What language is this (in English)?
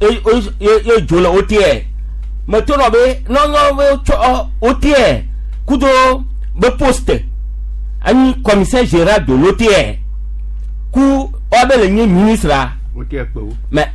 Gen